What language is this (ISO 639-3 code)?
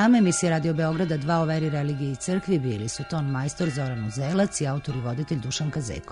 srp